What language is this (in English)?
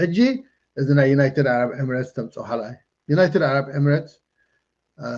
Tigrinya